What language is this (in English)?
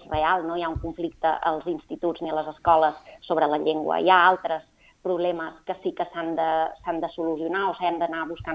Catalan